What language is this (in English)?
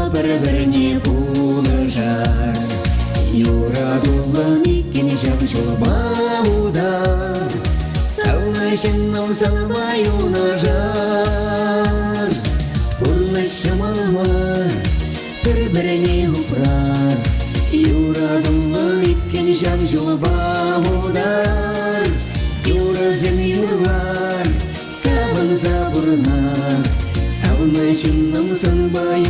Chuvash